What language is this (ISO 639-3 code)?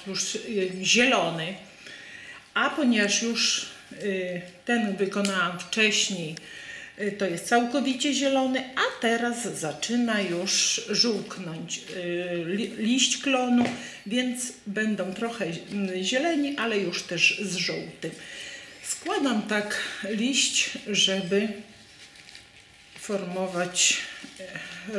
pol